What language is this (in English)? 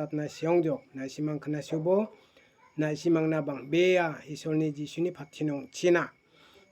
Garo